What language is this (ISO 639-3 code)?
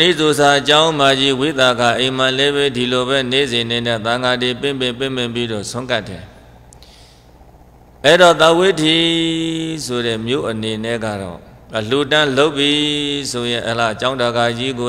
mya